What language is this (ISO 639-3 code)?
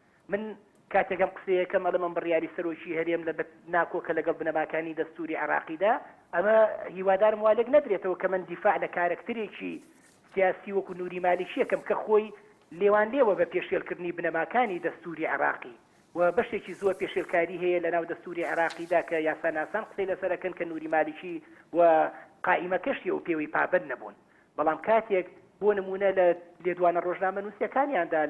ckb